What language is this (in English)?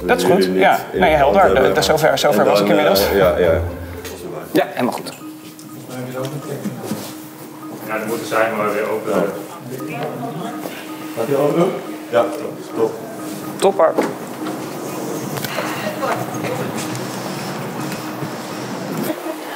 Dutch